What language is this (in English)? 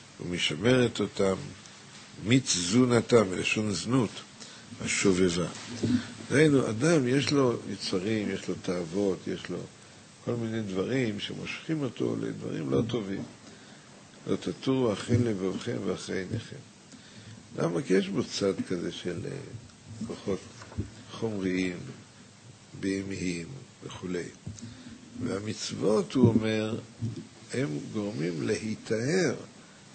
Hebrew